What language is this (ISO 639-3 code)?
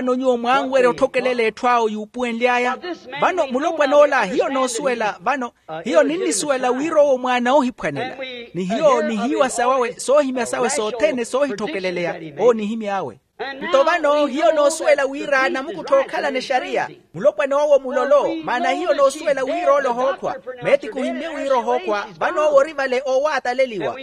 vmw